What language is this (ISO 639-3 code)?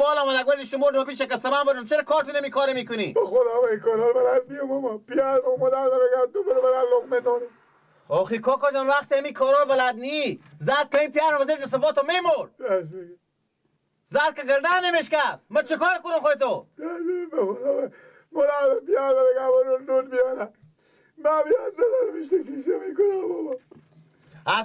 fas